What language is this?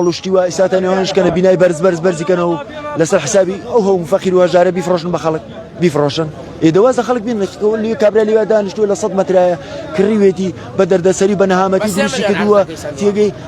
Central Kurdish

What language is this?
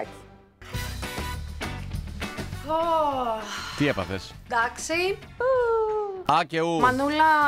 Greek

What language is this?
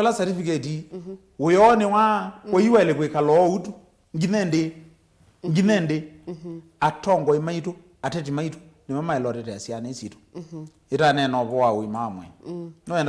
Kamba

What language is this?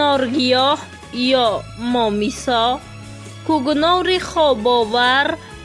Tajik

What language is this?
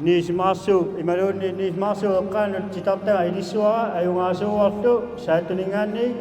Kalaallisut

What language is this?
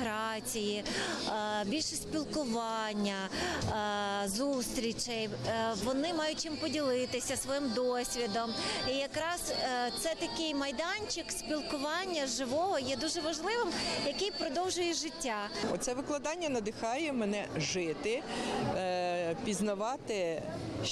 Ukrainian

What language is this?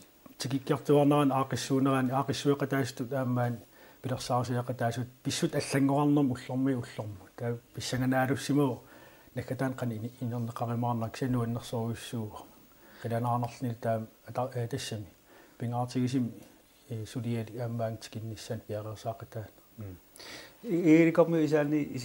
Kalaallisut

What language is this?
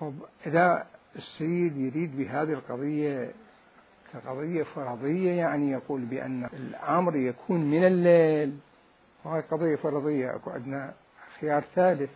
Mesopotamian Arabic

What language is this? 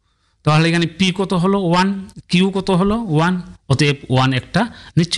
Bangla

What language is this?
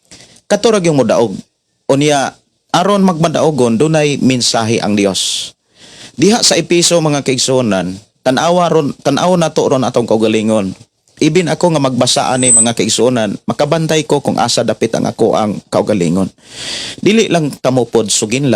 Cebuano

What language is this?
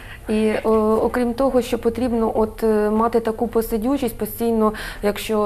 Ukrainian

